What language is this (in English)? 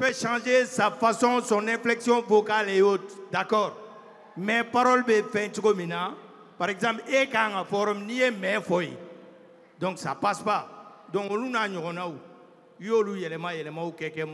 French